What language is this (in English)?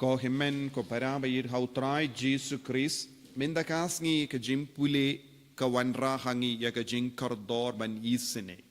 Khasi